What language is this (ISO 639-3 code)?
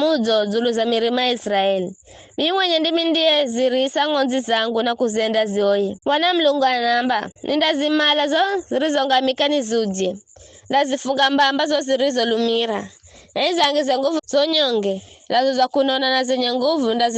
nyf